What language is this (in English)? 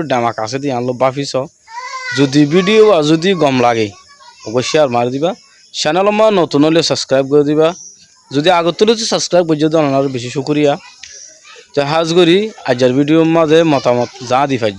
Rohingya